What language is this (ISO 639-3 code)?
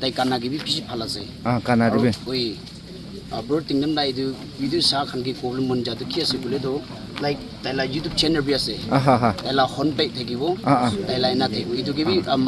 nag